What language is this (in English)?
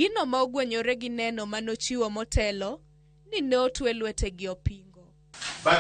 Luo (Kenya and Tanzania)